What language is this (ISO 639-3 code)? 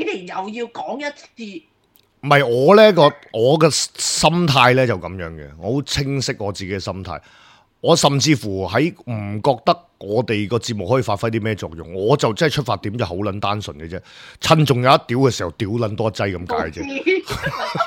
yue